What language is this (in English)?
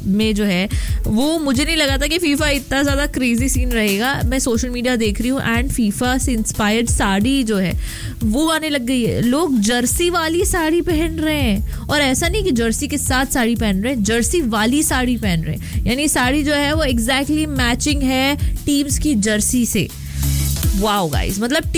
Hindi